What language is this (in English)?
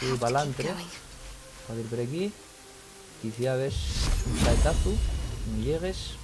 Asturian